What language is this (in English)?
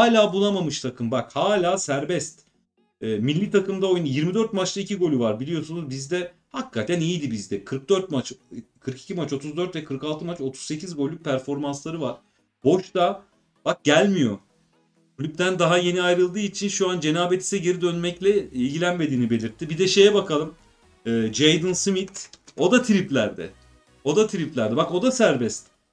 Turkish